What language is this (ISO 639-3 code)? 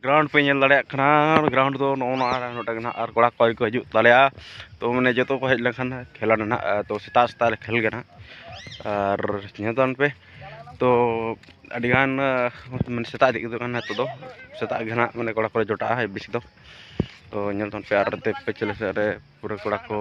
sat